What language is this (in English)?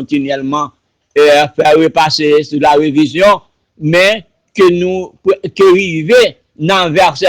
Haitian Creole